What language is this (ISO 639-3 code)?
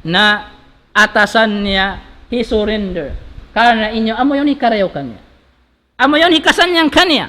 tsg